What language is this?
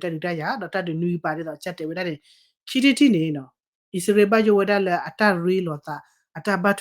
S'gaw Karen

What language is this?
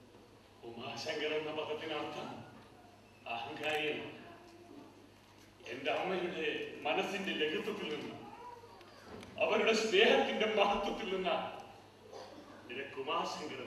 Malayalam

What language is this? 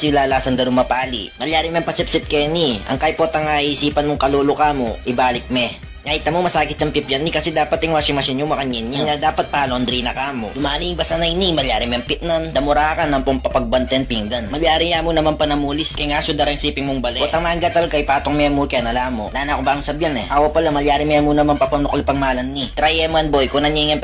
Pampanga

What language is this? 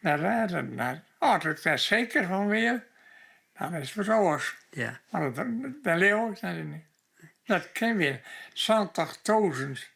Western Frisian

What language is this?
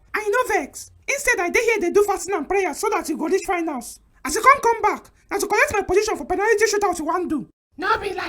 Nigerian Pidgin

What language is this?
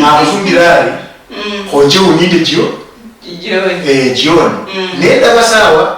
Luyia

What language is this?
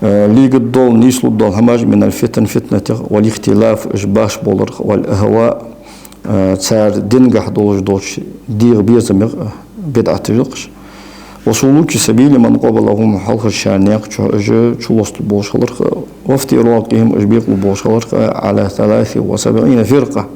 Ingush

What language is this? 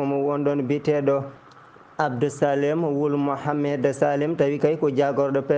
Fula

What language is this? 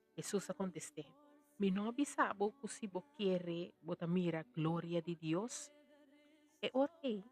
Papiamento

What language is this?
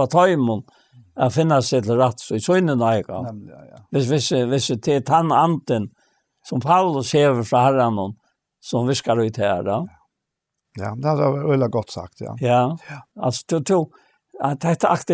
Faroese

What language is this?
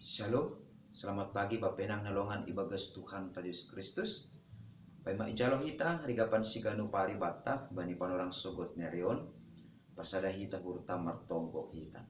Batak Simalungun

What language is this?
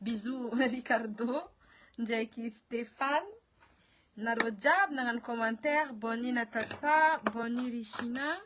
Malagasy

